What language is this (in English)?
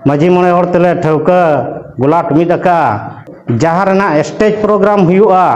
Santali